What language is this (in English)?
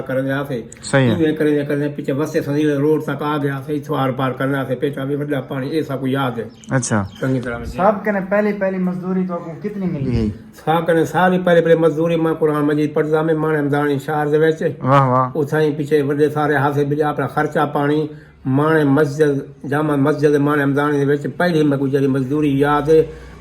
Saraiki